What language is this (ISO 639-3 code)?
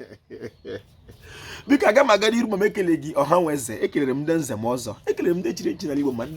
ibo